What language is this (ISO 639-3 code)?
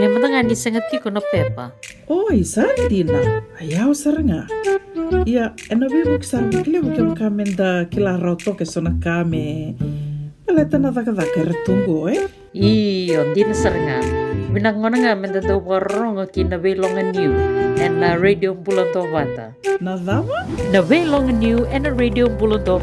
fij